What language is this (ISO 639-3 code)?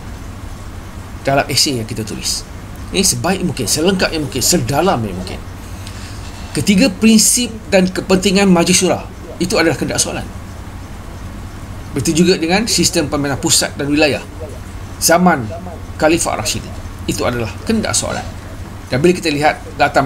msa